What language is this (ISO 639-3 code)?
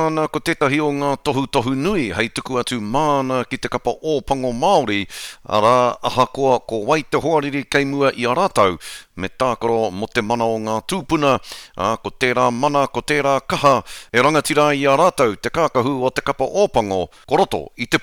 mri